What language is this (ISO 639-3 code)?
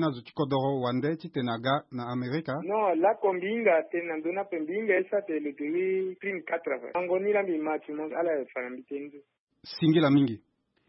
sag